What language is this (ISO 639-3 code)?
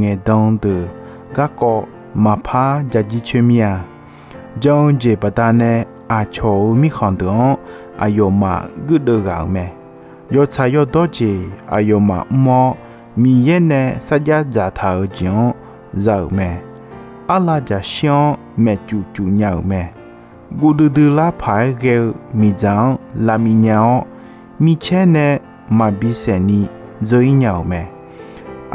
ahk